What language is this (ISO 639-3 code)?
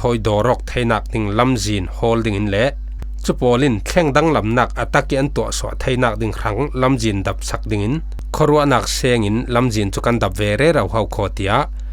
cfm